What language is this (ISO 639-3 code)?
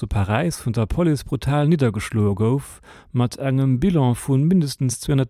ltz